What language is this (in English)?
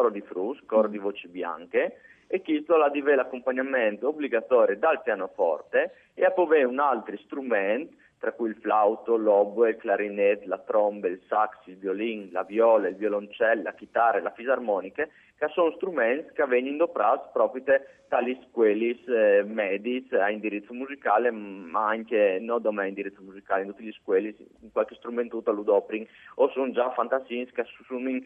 Friulian